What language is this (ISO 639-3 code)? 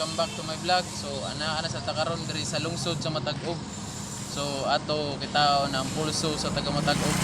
ceb